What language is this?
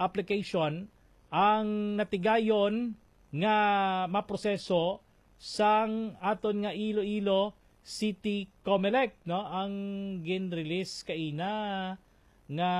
Hiligaynon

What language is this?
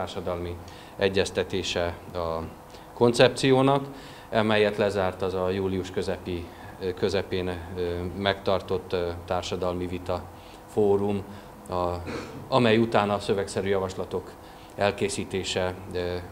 Hungarian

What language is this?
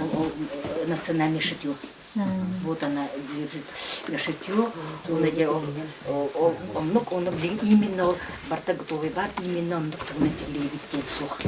Yakut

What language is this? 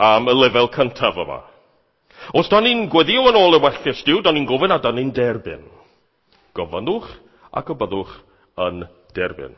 Welsh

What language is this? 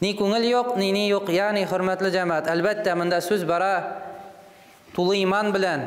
Tatar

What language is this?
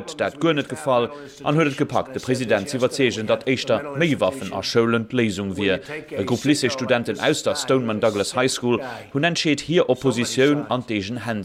Luxembourgish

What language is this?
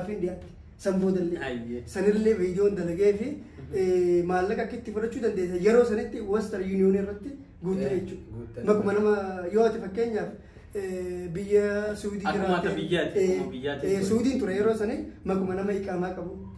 Oromo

